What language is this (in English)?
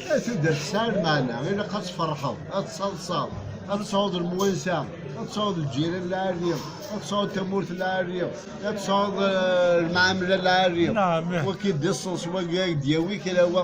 Kabyle